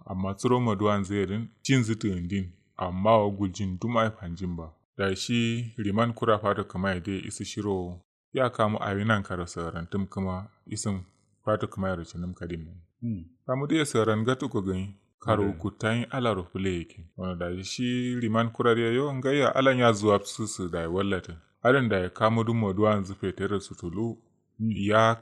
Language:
Kanuri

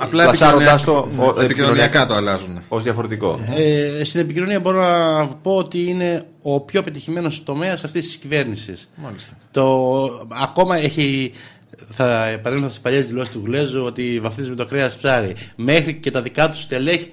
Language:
Greek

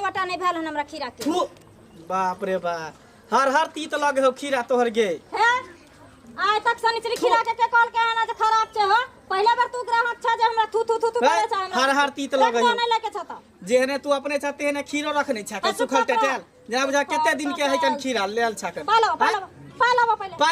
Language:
Maithili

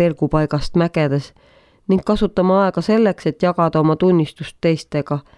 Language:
Estonian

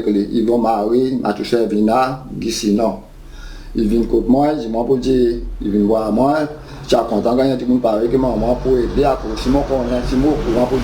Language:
Seselwa Creole French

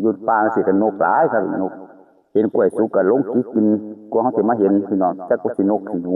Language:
Northeastern Thai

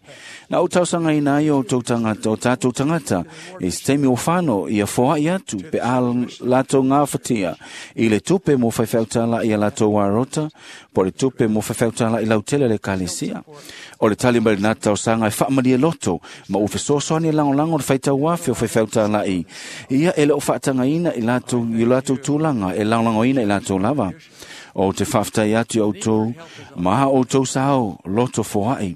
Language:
Samoan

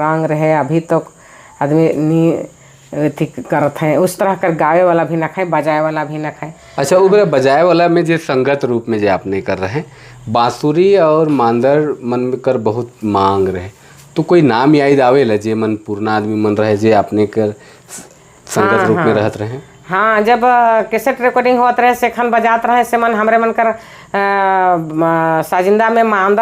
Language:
Sadri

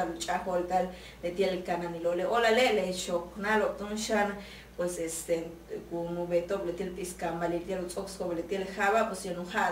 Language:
Yucateco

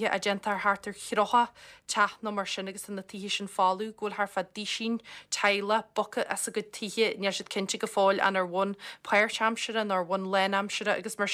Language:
Irish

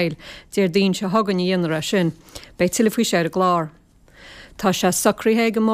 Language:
Irish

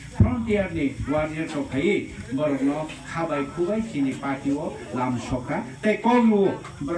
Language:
Kok Borok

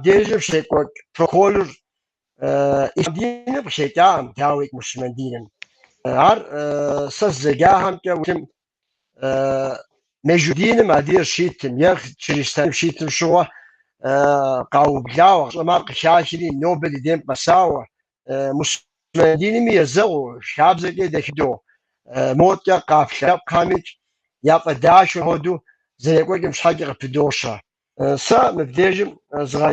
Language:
Kabardian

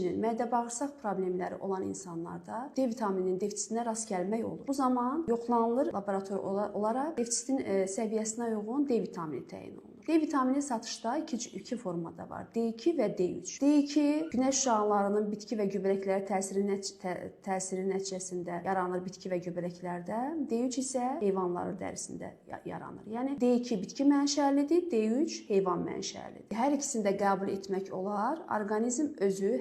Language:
Azerbaijani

